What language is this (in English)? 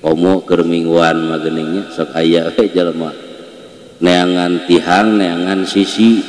Sundanese